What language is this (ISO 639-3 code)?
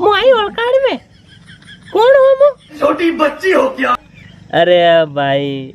raj